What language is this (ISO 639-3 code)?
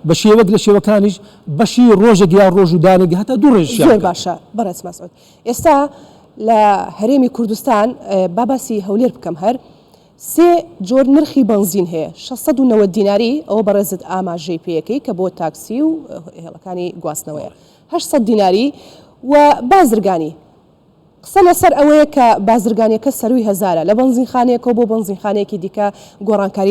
ckb